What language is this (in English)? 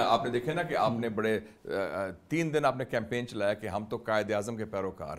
Urdu